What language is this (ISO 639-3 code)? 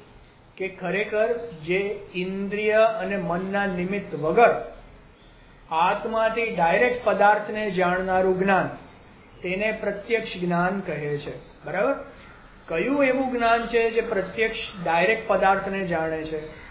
guj